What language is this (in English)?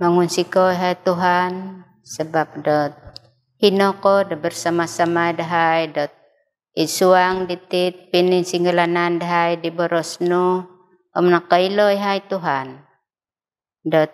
Central Dusun